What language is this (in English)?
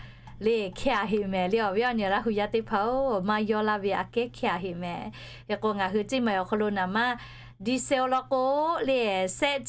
Lahu